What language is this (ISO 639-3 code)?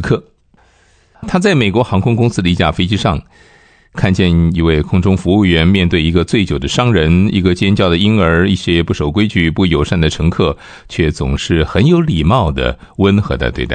zho